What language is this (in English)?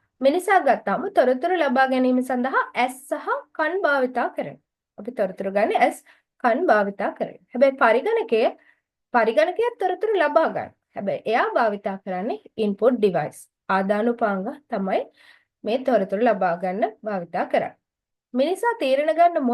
Sinhala